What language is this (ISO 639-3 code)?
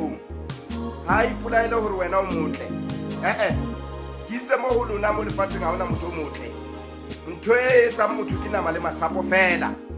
sot